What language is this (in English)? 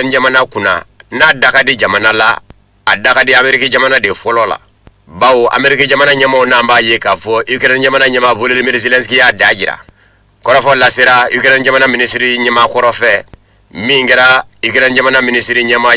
Bambara